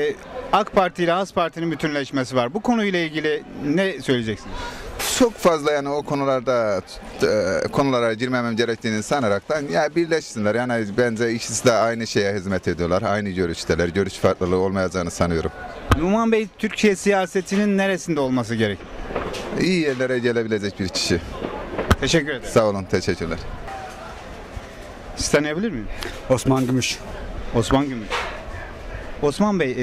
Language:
Turkish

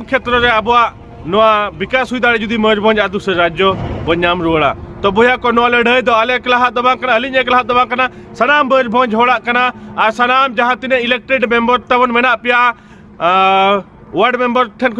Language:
Santali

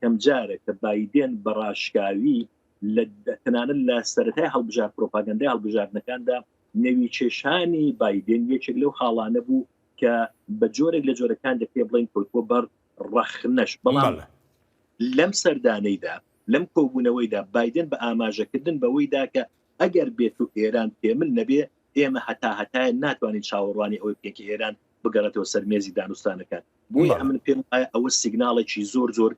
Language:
Central Kurdish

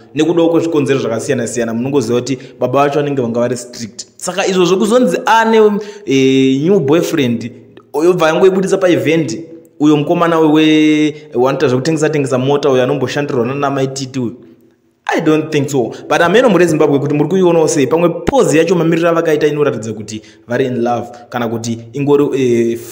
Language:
Shona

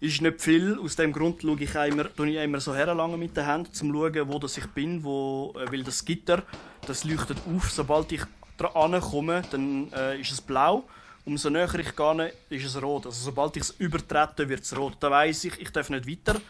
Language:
Swiss German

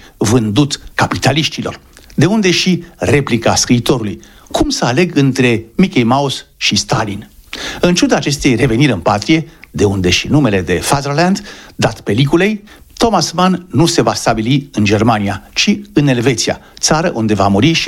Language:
Romanian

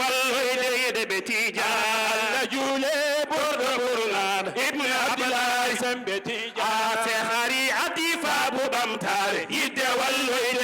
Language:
Fula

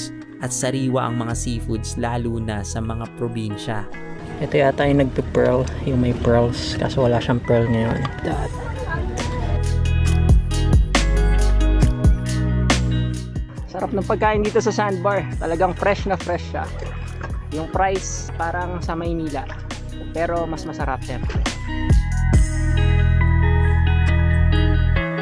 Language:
Filipino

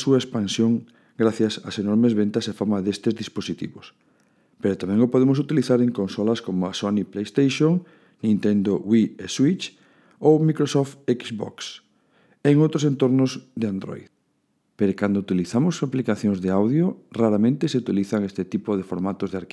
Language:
Galician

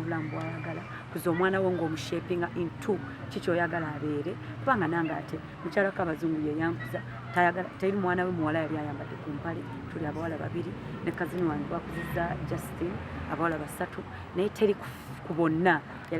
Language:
Ganda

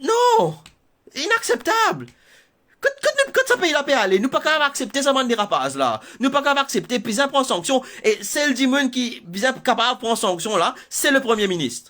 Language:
Morisyen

